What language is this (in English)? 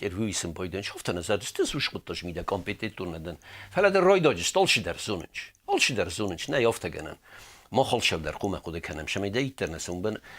Ossetic